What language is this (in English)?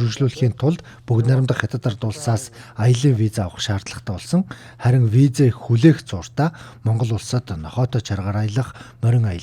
Mongolian